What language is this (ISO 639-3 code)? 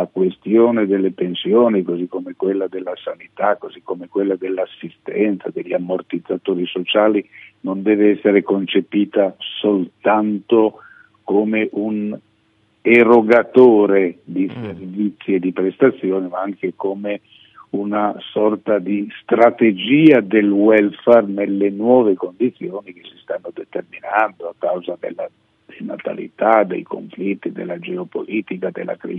ita